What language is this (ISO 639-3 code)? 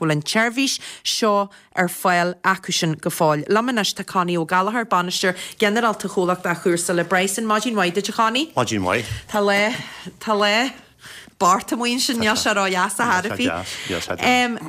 gle